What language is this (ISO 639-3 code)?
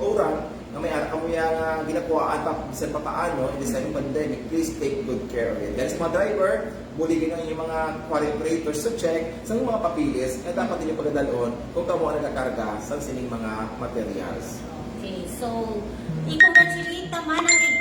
hil